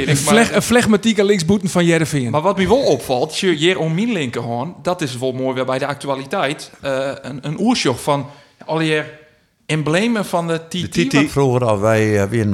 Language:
Western Frisian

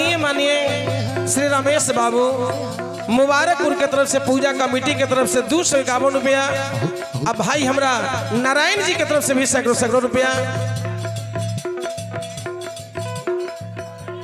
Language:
Bhojpuri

